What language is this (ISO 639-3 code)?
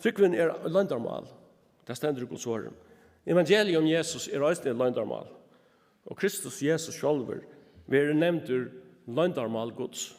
fao